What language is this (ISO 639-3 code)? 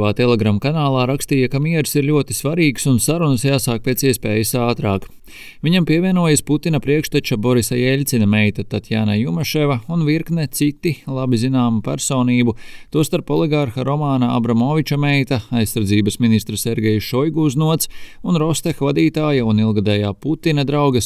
lav